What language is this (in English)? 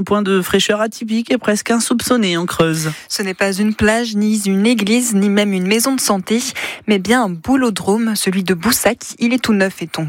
French